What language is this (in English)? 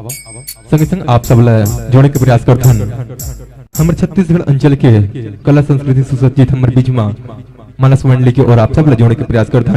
Chhattisgarhi